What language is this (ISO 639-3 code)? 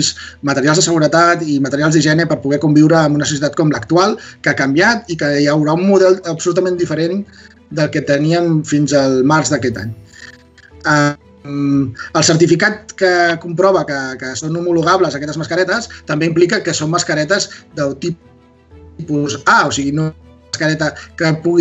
cat